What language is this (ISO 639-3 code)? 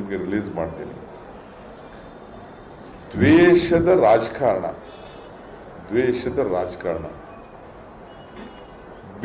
kan